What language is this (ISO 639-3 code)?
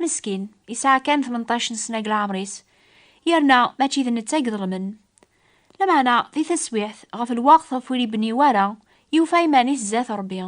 kab